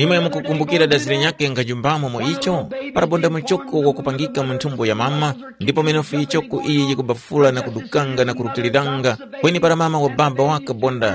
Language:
Tumbuka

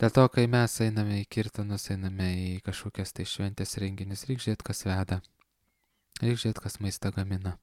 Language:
Lithuanian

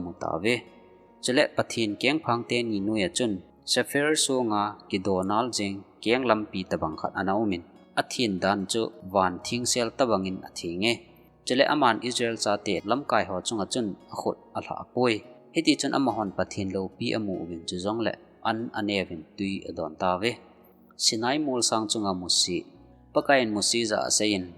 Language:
Thado Chin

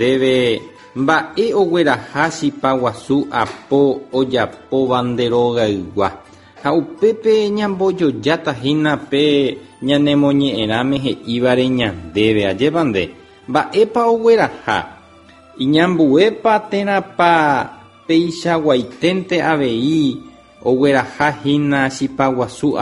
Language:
Guarani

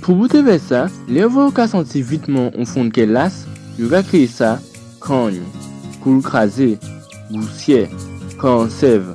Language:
Guadeloupean Creole French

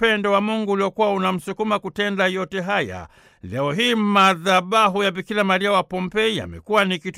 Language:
Swahili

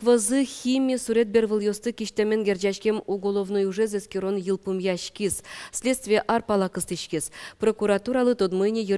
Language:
Udmurt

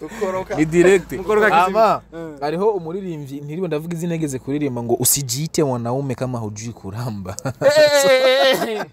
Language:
Rundi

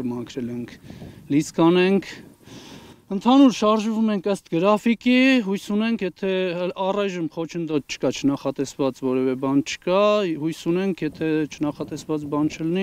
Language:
Armenian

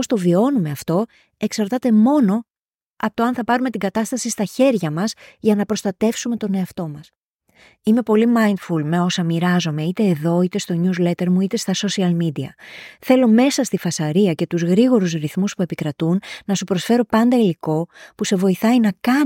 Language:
Greek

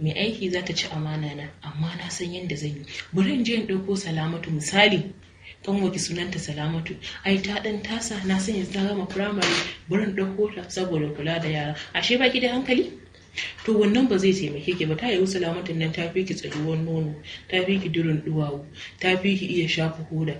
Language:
Hausa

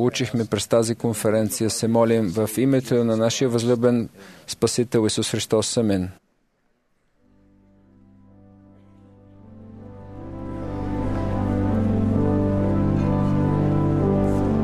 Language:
Bulgarian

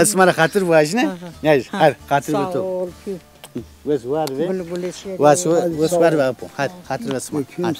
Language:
Zaza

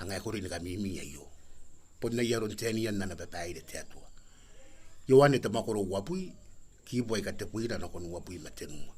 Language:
Gilbertese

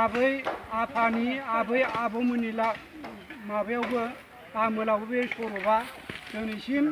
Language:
Bodo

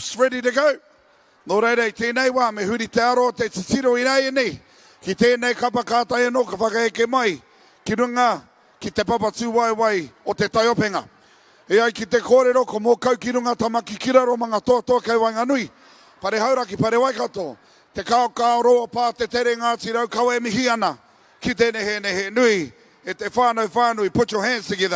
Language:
Māori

